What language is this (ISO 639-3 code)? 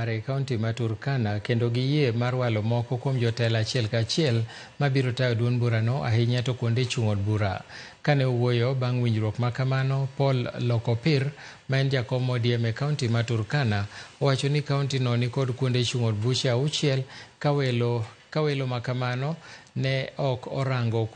luo